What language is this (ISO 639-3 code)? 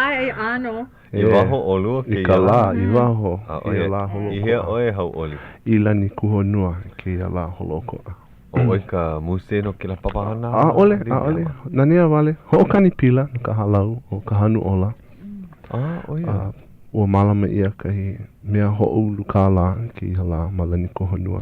haw